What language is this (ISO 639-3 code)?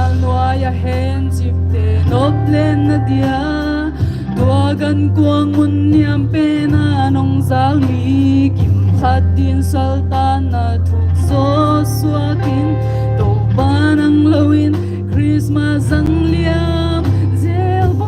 pck